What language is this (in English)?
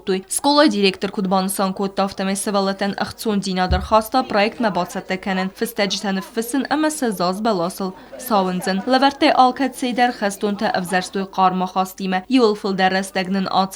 Ossetic